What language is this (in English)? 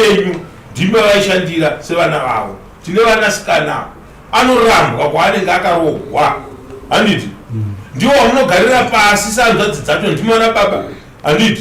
Shona